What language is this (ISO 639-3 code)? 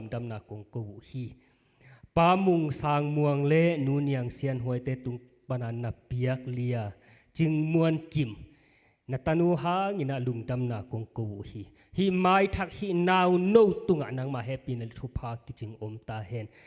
ctd